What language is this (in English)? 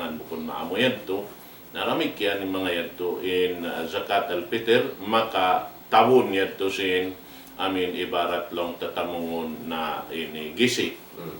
Tausug